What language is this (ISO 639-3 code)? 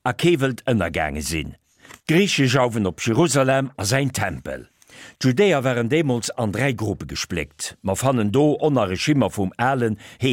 ltz